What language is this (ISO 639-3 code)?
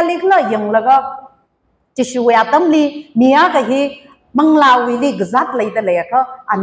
nmf